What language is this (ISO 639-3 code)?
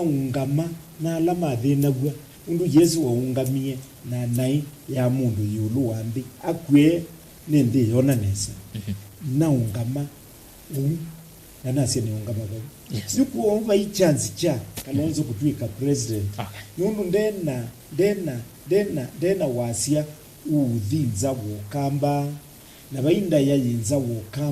kam